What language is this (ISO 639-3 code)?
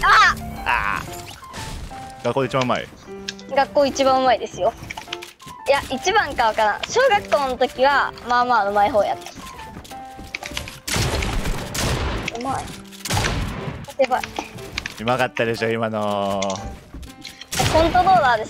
jpn